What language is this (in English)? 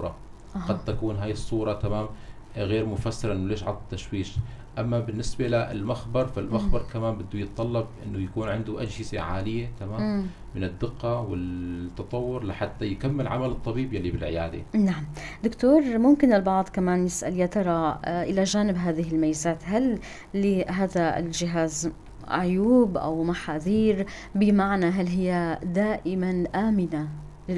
North Levantine Arabic